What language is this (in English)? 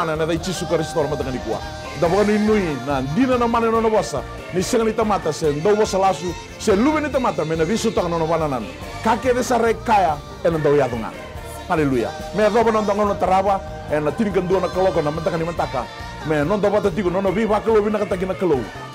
Fijian